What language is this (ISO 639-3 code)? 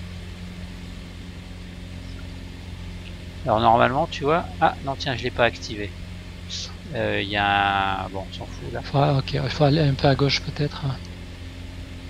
fra